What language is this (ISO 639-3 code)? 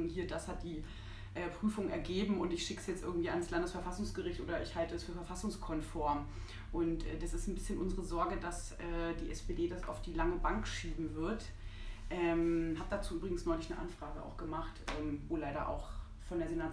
deu